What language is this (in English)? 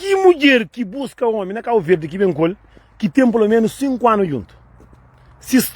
Kabuverdianu